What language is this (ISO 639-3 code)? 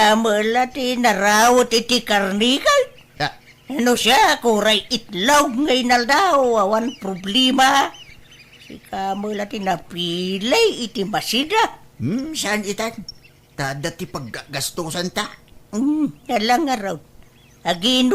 ilo